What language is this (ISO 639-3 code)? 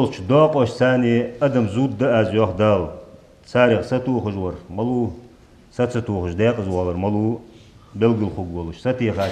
inh